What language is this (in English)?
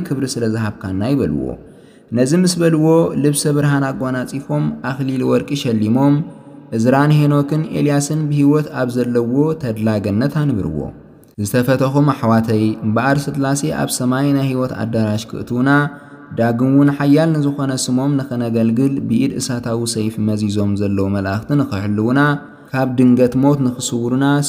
Tigrinya